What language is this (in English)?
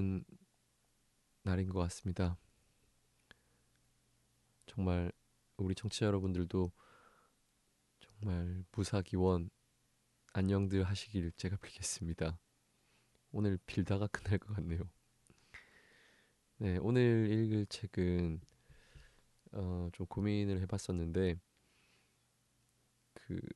Korean